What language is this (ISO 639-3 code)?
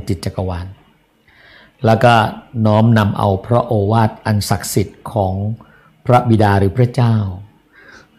tha